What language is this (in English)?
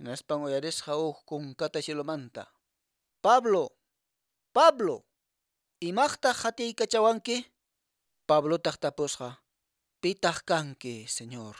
Quechua